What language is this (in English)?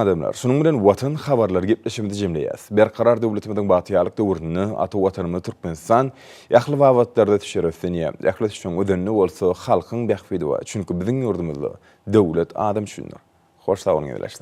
Turkmen